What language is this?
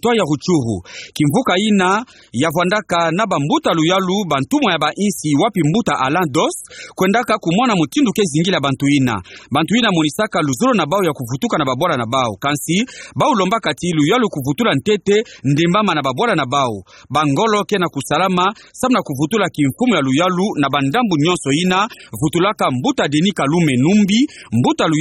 Kituba (Democratic Republic of Congo)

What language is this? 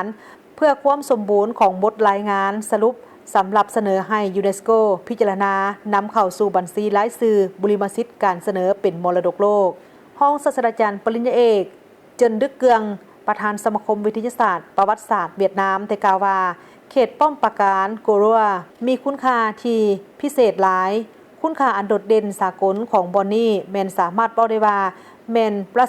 Lao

